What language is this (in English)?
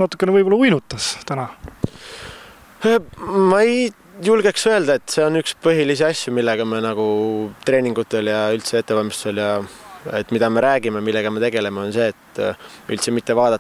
Estonian